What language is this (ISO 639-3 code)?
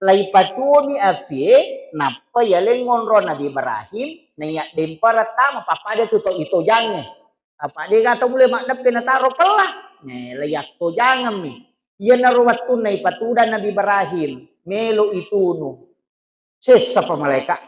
bug